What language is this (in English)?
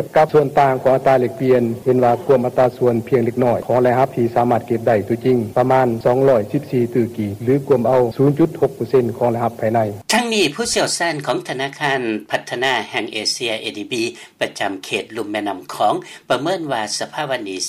Lao